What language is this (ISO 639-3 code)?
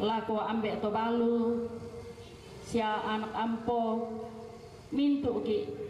sda